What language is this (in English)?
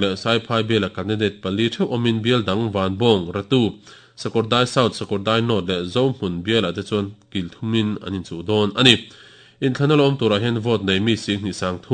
Mizo